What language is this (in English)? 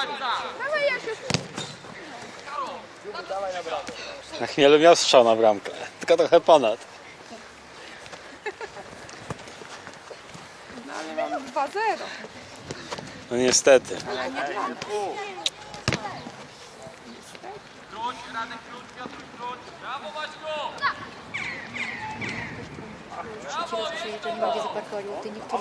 Polish